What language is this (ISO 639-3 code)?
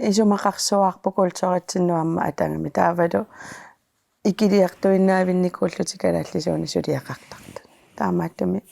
kal